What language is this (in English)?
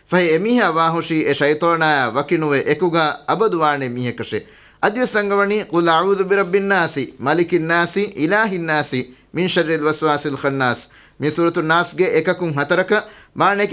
Divehi